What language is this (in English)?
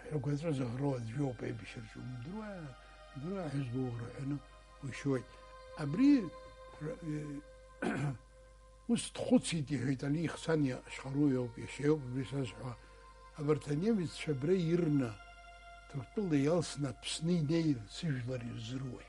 Abkhazian